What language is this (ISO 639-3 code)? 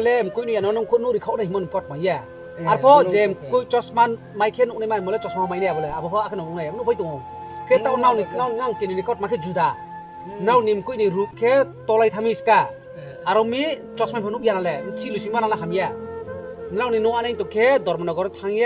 ria